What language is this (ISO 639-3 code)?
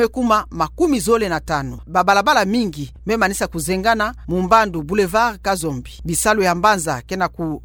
ktu